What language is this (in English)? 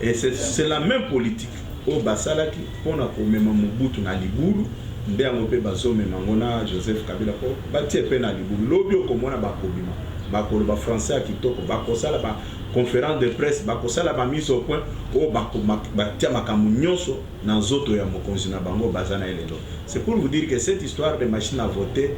Lingala